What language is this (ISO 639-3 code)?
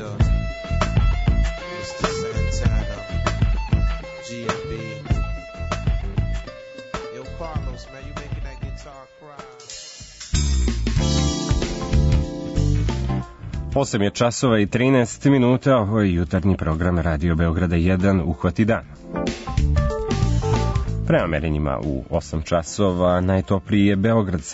srp